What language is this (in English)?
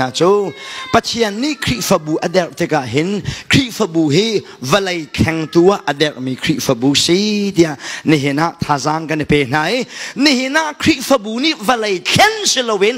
Hakha Chin